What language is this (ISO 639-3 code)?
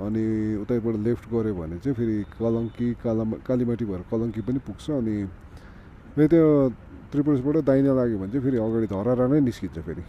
nep